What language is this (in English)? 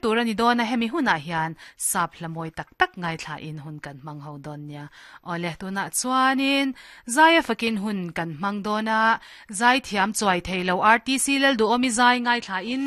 Mizo